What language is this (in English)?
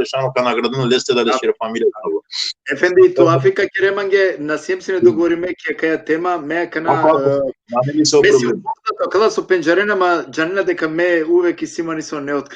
Balkan Romani